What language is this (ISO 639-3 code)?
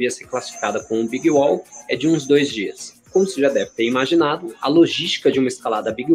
por